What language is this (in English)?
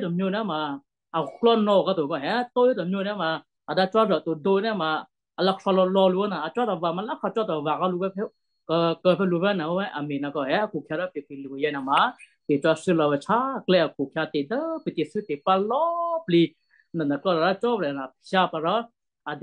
Western Kayah